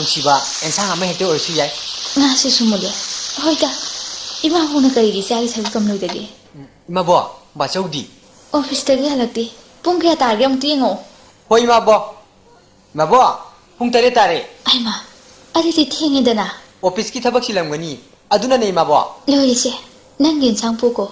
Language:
Manipuri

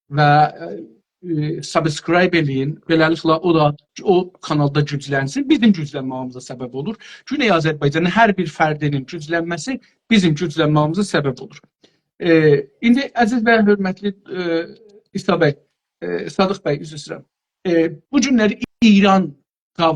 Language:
South Azerbaijani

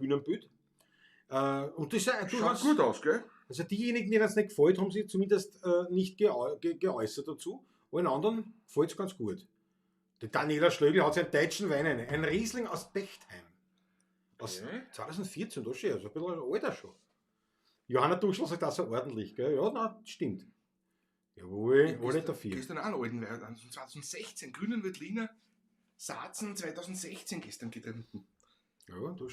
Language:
Bavarian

